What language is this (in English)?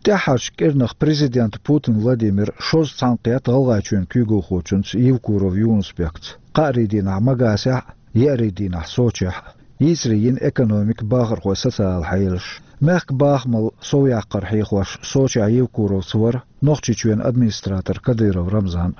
Chechen